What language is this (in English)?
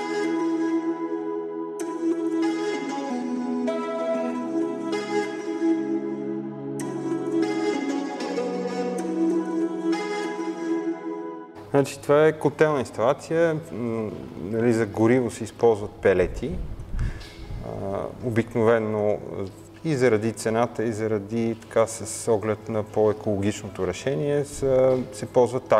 Bulgarian